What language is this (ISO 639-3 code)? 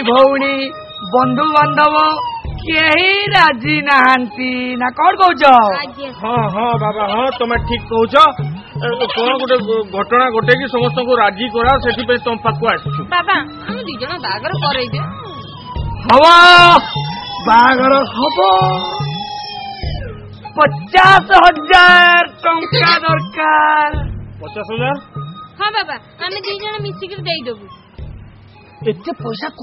ori